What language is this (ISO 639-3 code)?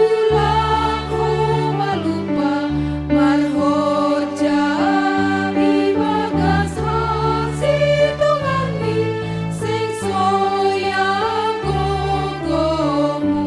bts